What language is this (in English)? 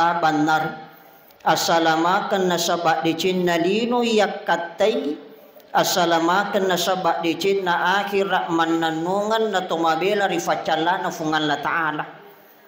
Buginese